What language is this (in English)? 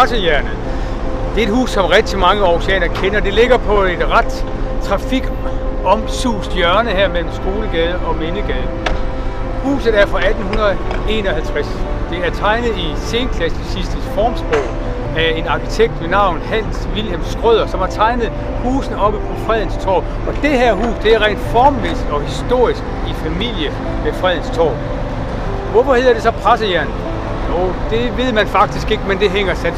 Danish